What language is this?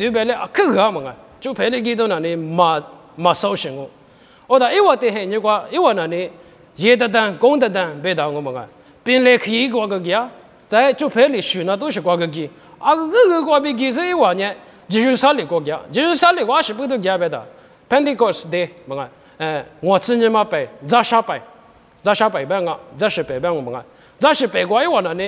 Lisu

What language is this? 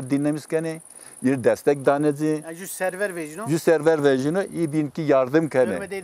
Zaza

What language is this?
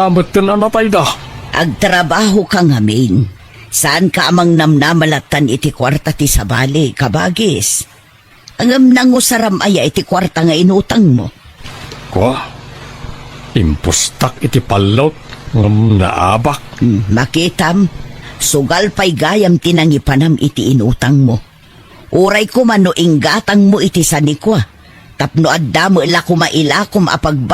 Iloko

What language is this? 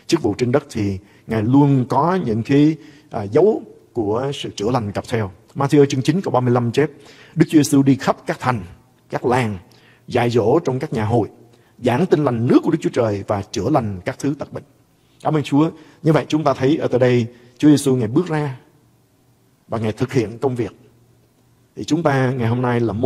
Vietnamese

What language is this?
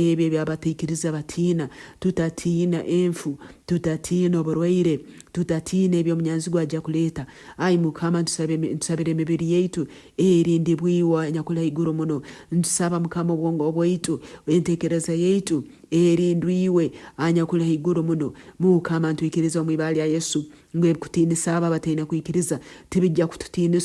Nyoro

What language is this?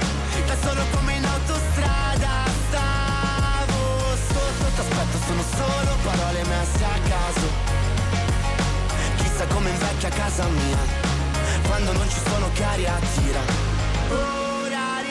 Italian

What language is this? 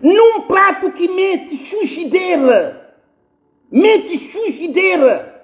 Kabuverdianu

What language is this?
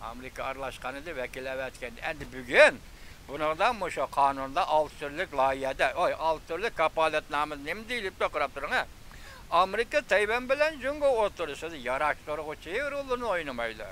Uyghur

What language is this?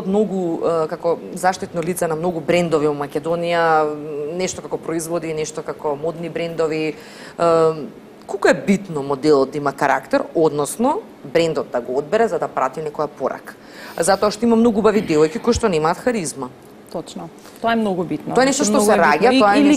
Macedonian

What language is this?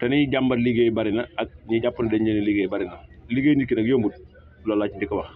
Wolof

